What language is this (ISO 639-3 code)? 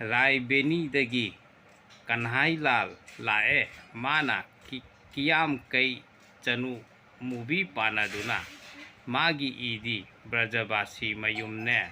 mni